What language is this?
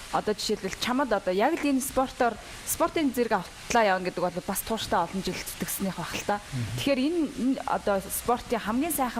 Mongolian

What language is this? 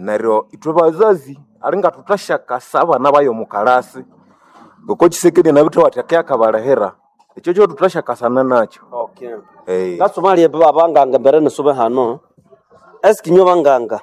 Nande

